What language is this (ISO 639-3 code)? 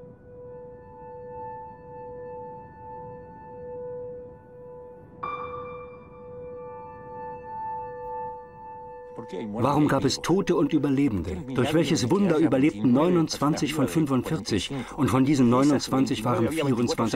deu